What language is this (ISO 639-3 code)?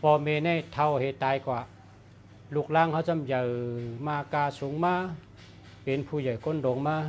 shn